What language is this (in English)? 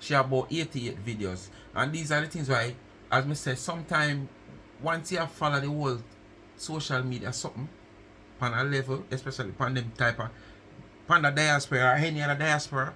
Jamaican Creole English